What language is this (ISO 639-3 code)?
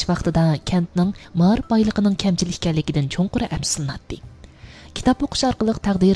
uig